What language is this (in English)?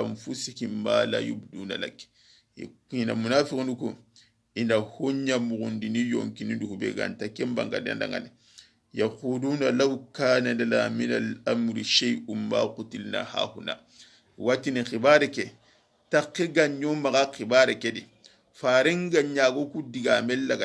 Soninke